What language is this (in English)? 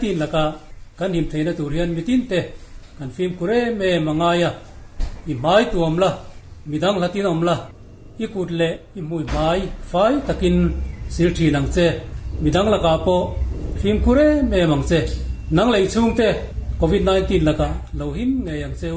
Mizo